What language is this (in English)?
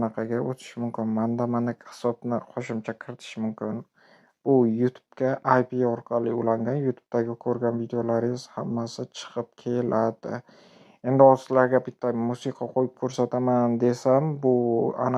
Uzbek